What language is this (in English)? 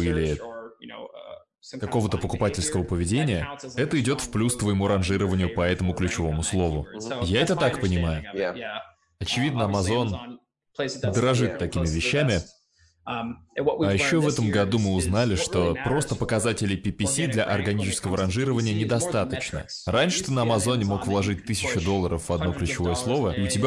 Russian